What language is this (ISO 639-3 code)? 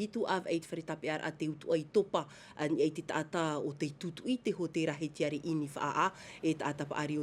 tah